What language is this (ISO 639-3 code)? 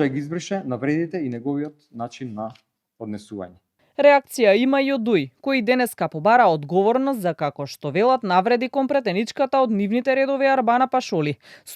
mkd